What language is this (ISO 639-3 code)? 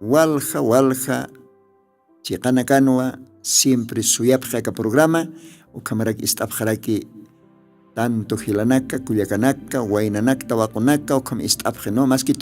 aym